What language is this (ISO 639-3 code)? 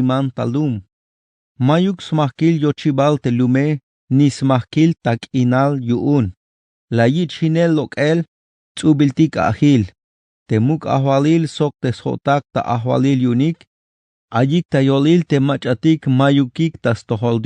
tzh